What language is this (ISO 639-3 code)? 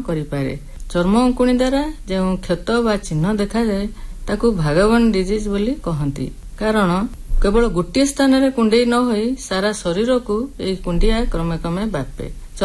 ori